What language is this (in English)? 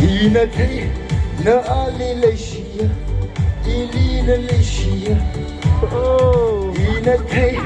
Tangkhul Naga (India)